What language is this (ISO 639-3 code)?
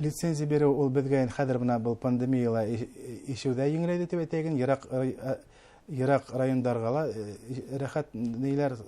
bak